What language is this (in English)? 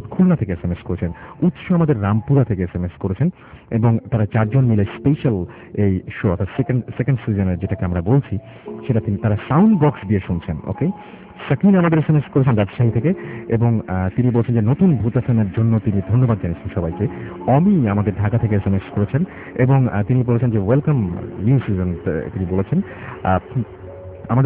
Bangla